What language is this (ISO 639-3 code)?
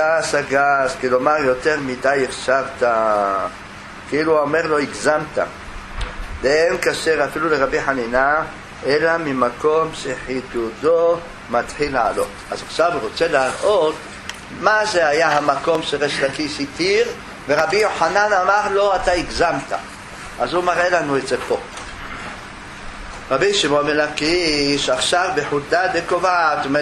heb